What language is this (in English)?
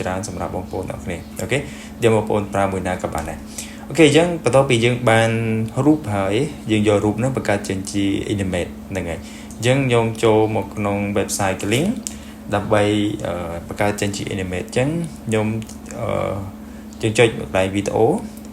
Khmer